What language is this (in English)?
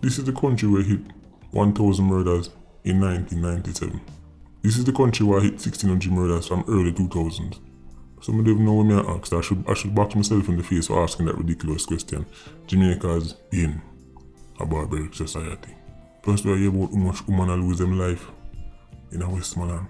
Jamaican Creole English